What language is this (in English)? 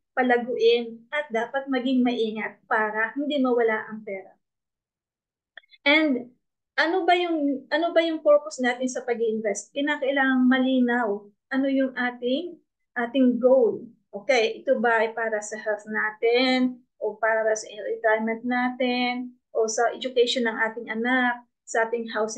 Filipino